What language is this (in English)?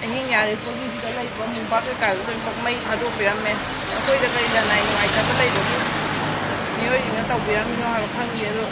Manipuri